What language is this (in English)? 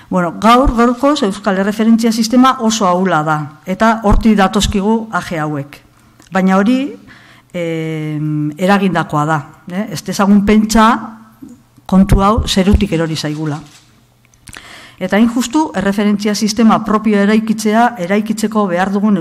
Basque